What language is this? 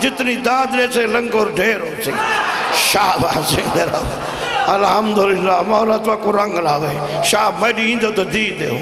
Saraiki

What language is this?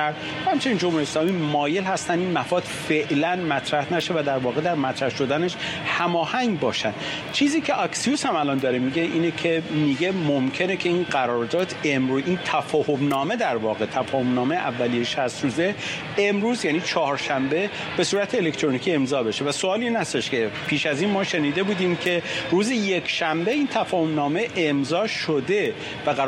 Persian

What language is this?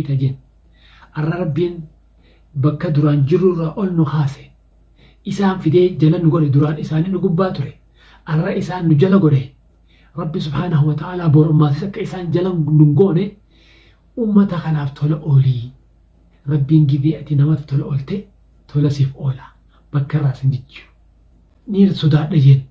Oromo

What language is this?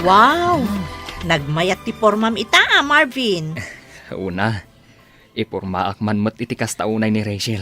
Iloko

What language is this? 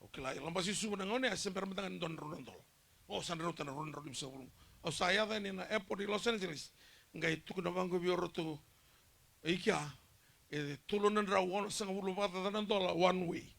Fijian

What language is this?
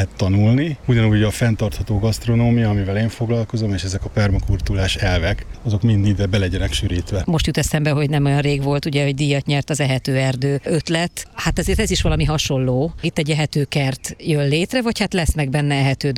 Hungarian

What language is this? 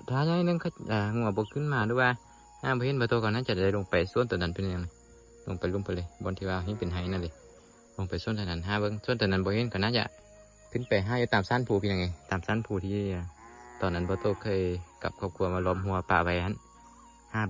Lao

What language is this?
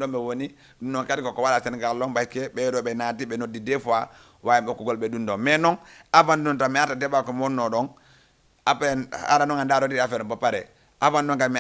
Fula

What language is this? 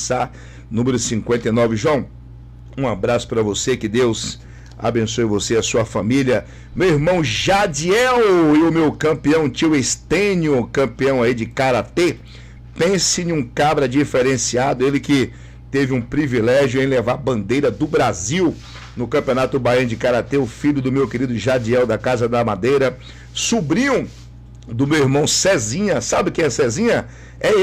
Portuguese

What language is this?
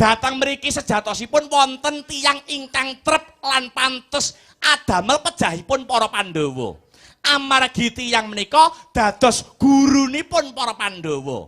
Javanese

